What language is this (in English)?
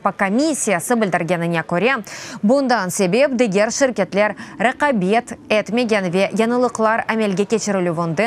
Crimean Tatar